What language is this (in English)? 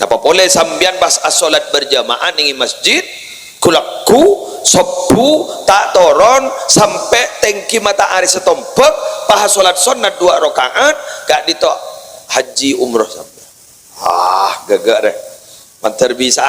Madurese